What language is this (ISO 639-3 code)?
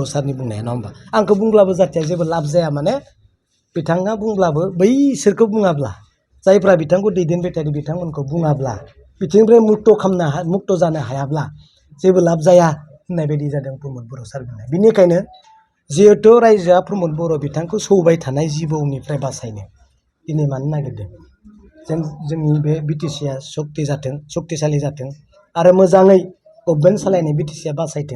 brx